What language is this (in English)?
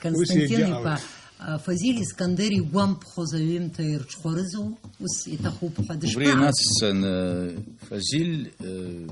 Abkhazian